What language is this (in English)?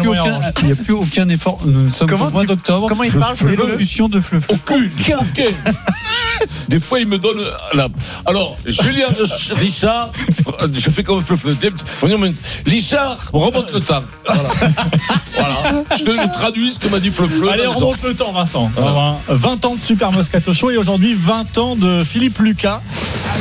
French